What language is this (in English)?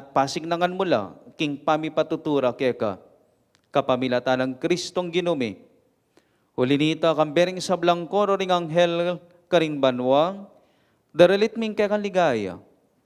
Pampanga